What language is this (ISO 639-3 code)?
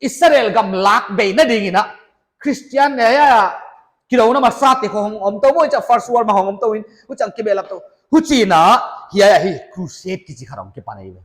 pck